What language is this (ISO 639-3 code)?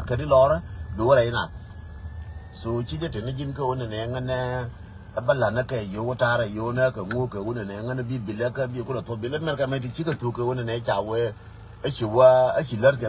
nus